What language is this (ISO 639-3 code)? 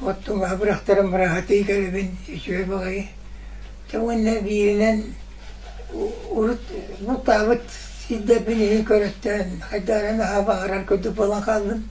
sah